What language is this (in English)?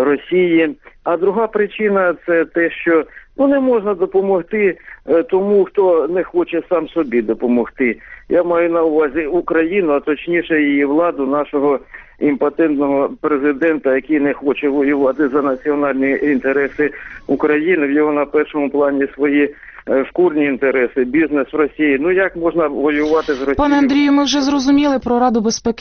Ukrainian